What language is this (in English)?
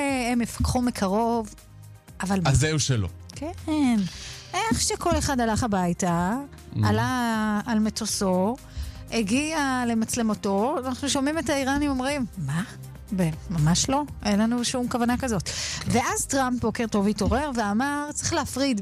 Hebrew